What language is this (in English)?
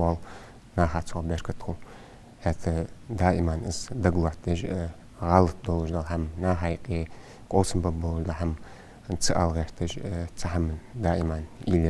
Ingush